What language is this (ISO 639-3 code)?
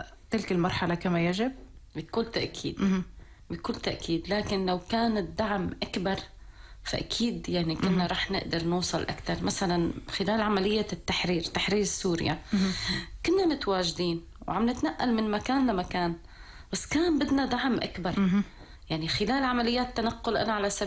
apc